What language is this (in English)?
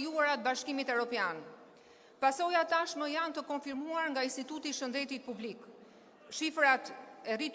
Albanian